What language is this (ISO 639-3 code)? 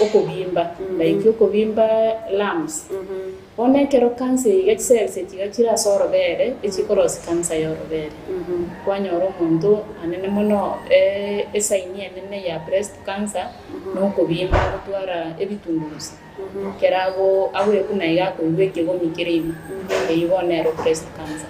guz